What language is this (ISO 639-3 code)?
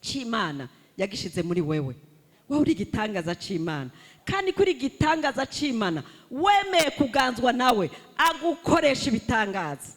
run